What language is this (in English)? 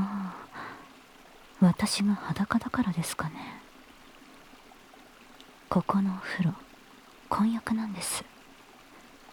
Japanese